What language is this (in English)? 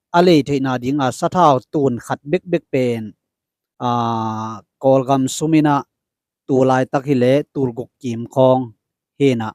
Tedim Chin